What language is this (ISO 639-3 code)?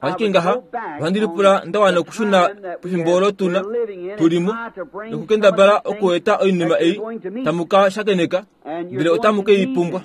kua